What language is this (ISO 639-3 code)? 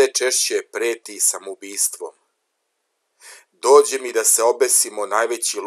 srp